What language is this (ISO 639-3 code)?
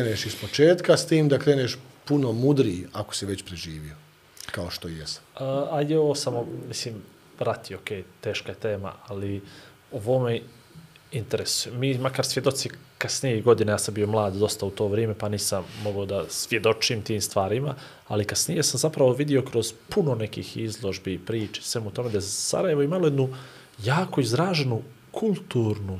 bos